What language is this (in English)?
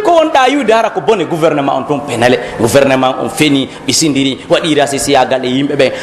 Pular